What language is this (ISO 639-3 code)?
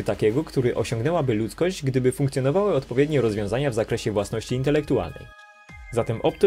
pol